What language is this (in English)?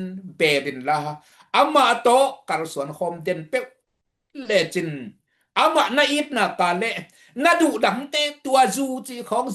Tedim Chin